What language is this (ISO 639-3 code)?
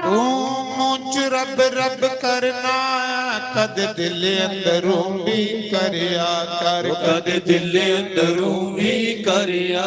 doi